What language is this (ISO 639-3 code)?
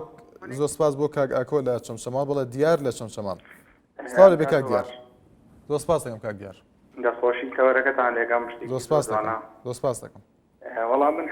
ckb